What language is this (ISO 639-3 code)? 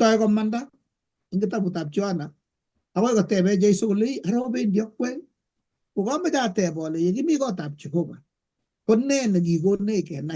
kln